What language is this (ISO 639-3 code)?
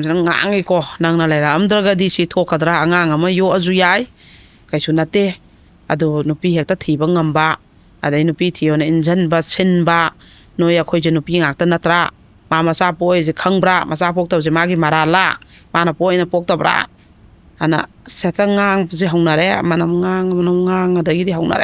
mni